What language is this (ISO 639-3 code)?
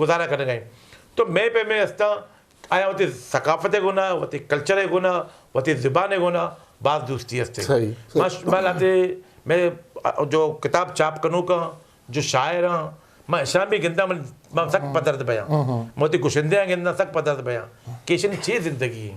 bgp